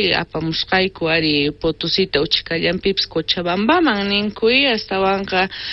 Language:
South Bolivian Quechua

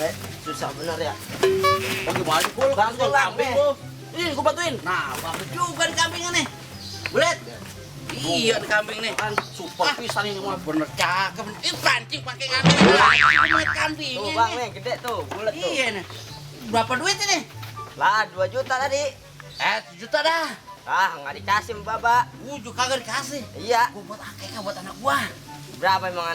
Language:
Betawi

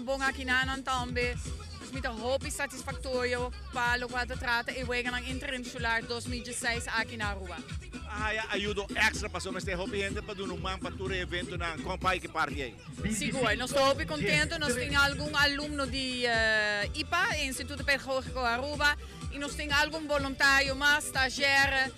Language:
Papiamento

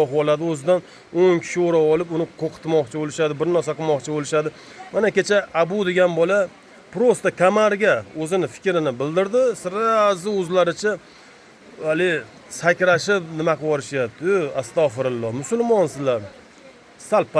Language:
Uzbek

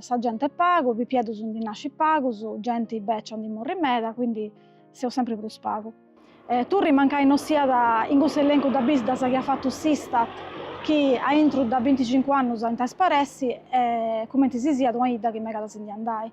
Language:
Sardinian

